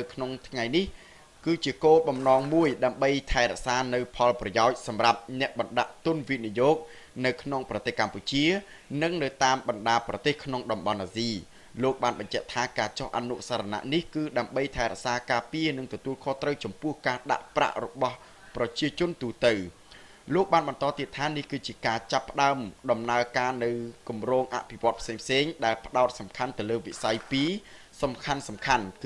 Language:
Khmer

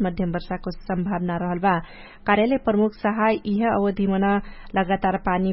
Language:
Dangaura Tharu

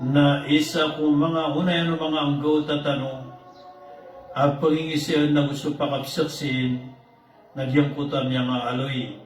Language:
Maranao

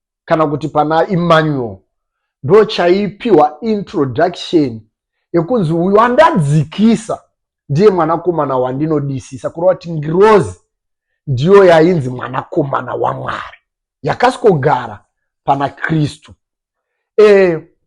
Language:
Shona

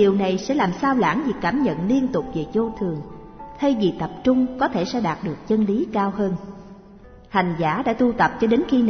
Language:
Vietnamese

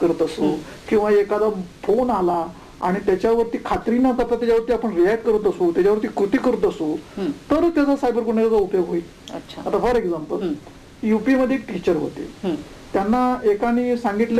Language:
Marathi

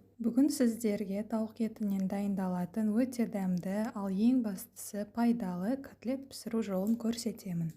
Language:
Kazakh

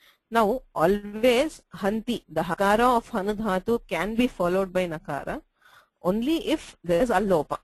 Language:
Sanskrit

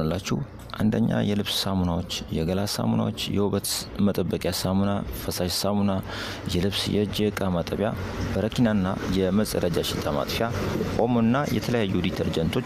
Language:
Amharic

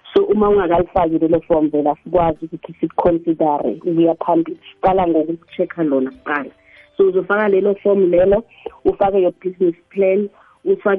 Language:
South Ndebele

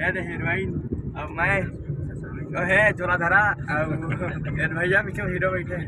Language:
Chhattisgarhi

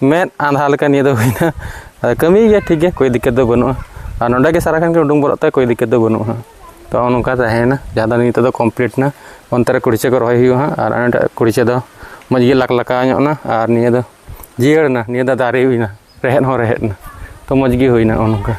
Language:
Santali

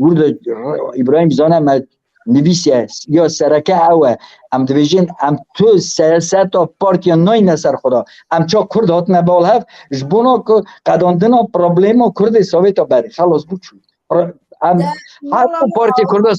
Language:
Kurdish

